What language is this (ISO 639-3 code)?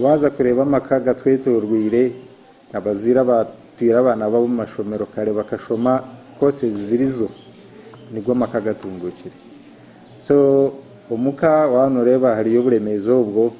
nyn